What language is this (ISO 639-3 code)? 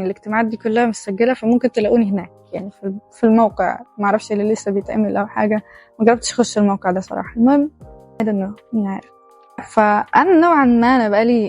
arz